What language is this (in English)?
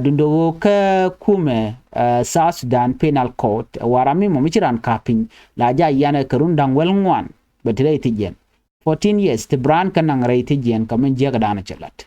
Nuer